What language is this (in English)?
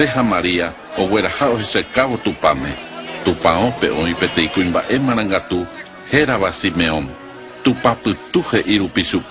Guarani